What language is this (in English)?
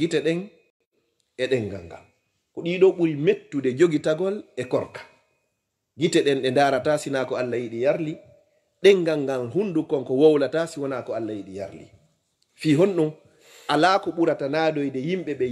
Fula